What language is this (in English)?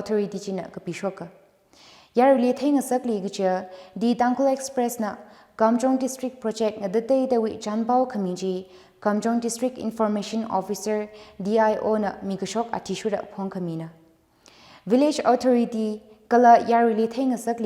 Tangkhul Naga (India)